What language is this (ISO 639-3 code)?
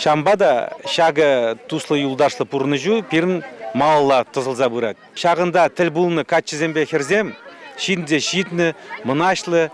chv